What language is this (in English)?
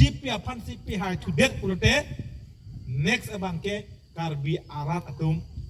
Karbi